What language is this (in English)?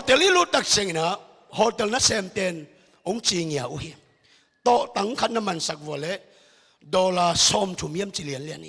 Tedim Chin